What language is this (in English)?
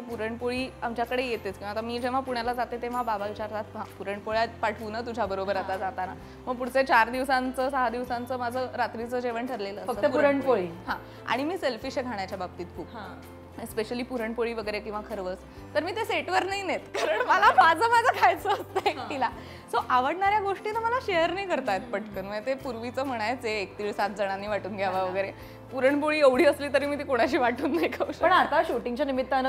Marathi